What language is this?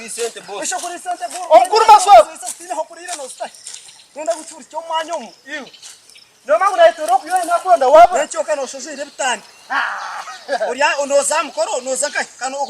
Nyankole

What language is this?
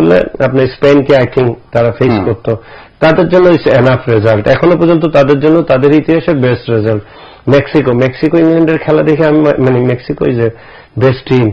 Bangla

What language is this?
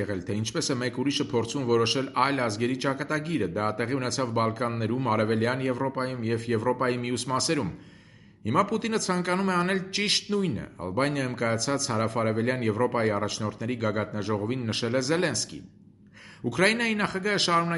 Armenian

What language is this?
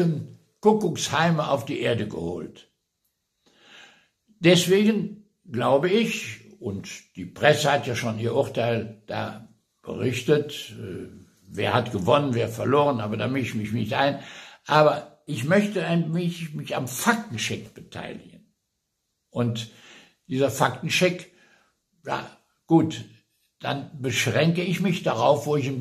German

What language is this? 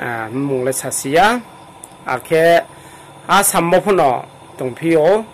Riang (India)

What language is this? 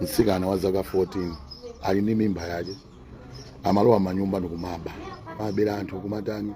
Nyanja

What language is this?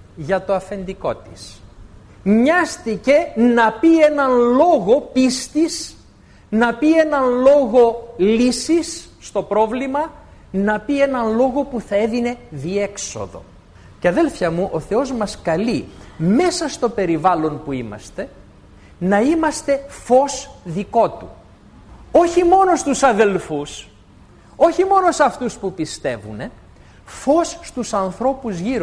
Greek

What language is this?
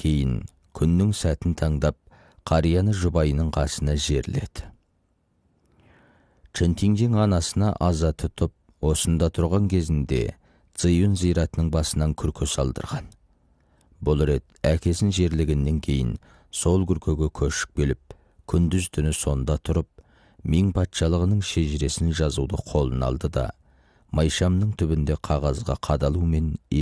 Kazakh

